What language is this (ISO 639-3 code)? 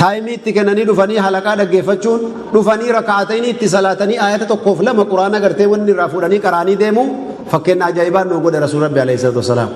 orm